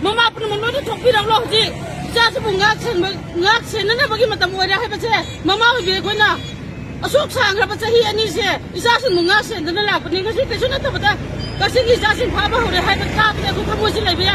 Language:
Manipuri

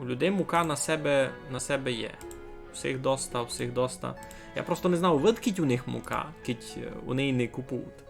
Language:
Rusyn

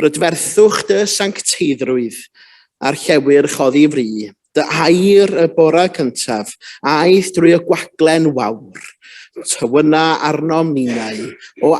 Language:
Welsh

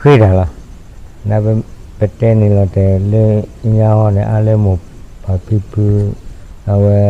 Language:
S'gaw Karen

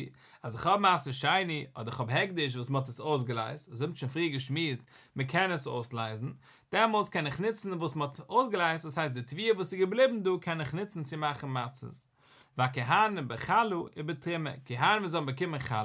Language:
Yiddish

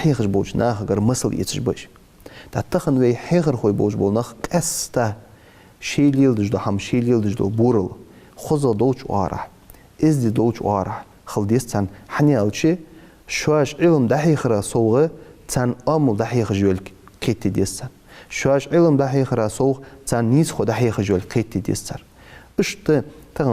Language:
Ingush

